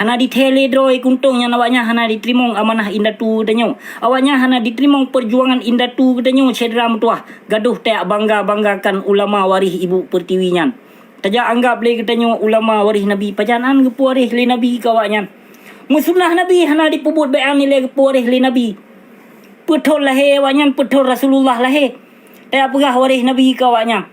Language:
Achinese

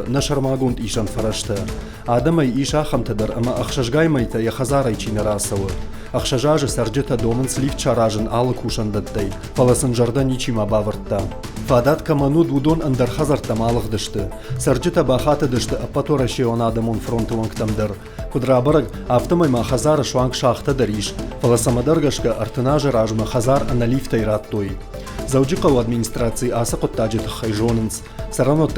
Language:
Ossetic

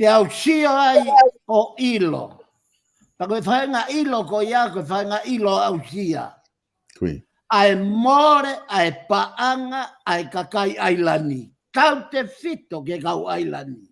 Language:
Tongan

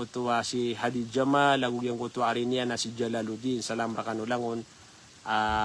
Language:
Maranao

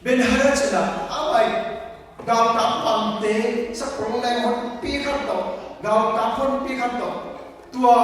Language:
Tedim Chin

